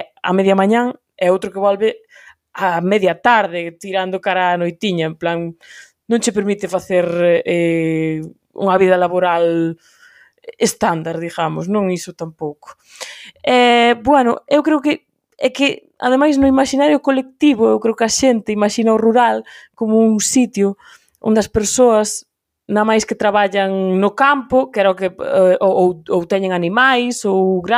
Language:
Galician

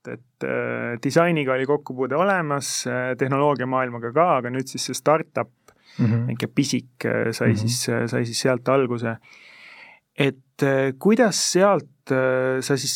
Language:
Estonian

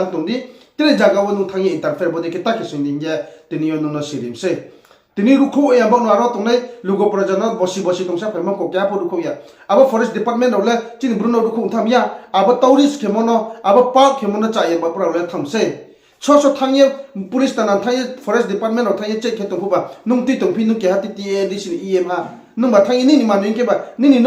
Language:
Riang (India)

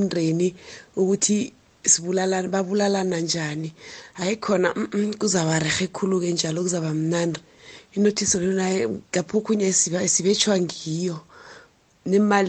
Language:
South Ndebele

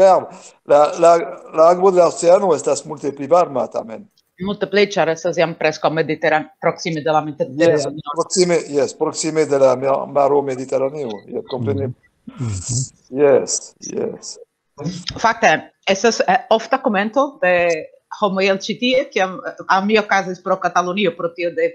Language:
Esperanto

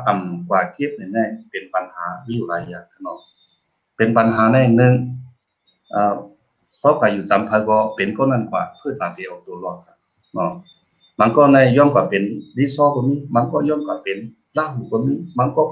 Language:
Shan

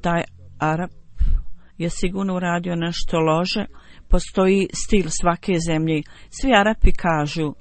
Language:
Bosnian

